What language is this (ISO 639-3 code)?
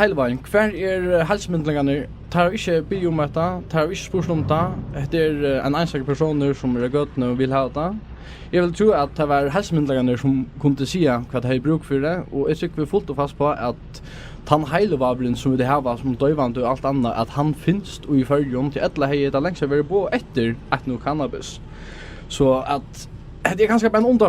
fao